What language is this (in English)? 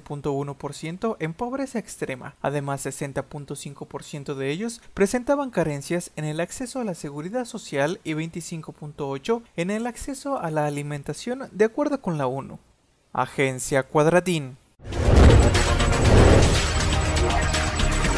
Spanish